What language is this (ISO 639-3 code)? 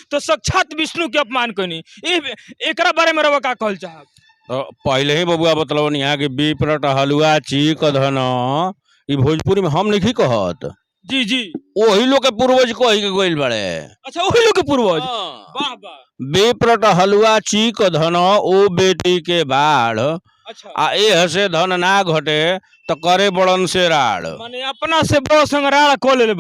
bho